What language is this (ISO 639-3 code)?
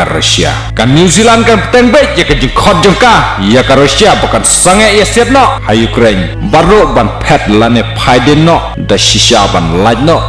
kha